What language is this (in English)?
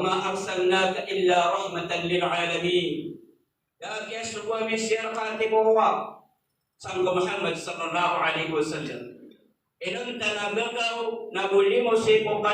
Maranao